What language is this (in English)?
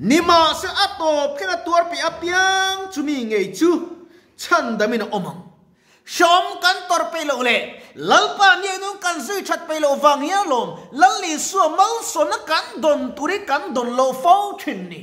Mizo